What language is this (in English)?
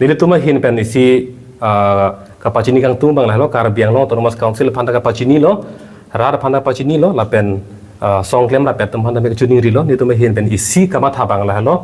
Karbi